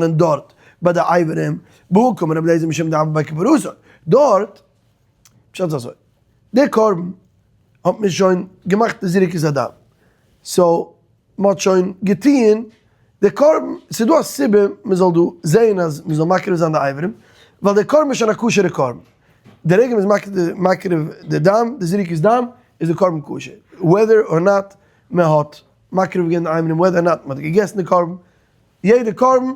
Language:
Yiddish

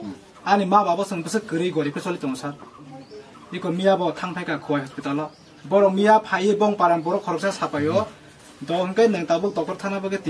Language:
Kok Borok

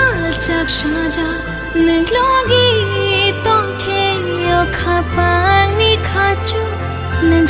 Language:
Kok Borok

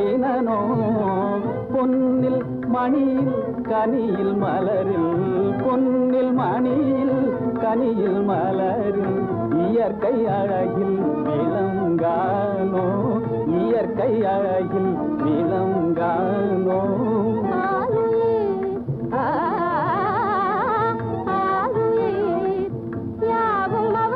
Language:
Tamil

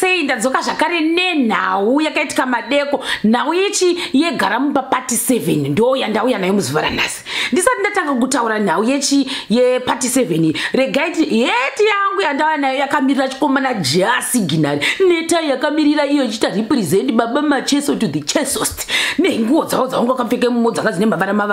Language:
Shona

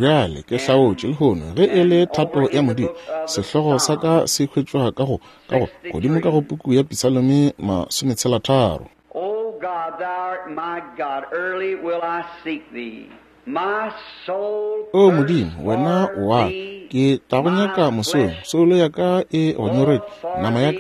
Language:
Northern Sotho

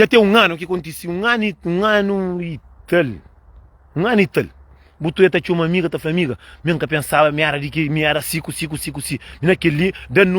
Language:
Kabuverdianu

